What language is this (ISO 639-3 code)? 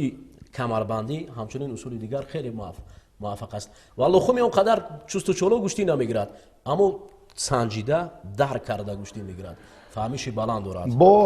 tgk